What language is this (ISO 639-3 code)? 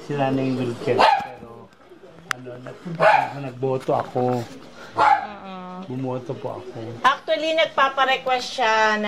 fil